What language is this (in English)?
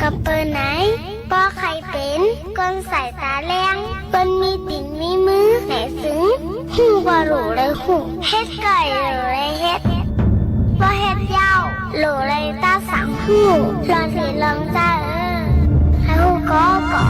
Shan